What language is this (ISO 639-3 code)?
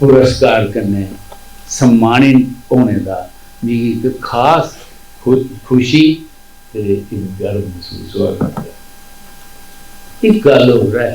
doi